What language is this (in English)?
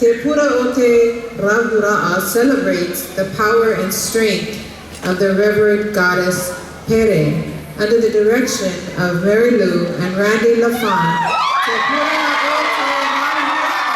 Tahitian